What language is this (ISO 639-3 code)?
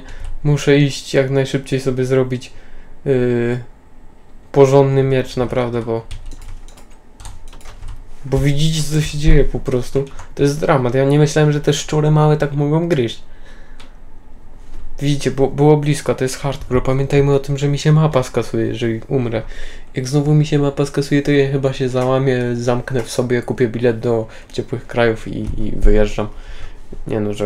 pol